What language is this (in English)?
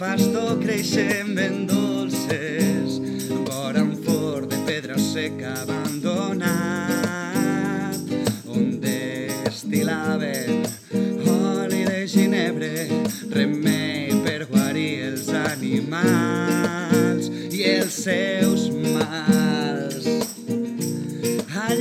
Catalan